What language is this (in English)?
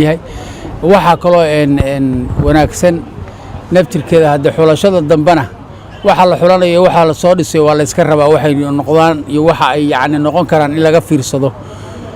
Somali